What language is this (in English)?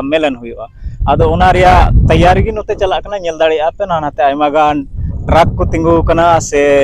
Santali